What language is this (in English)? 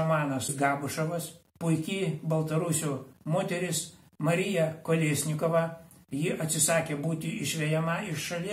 Lithuanian